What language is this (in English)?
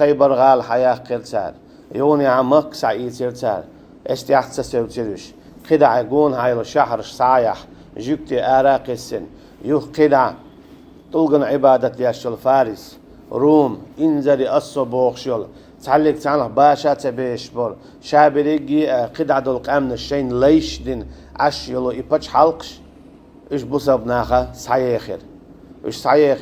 Chechen